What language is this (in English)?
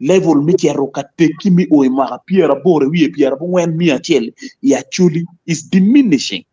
Acoli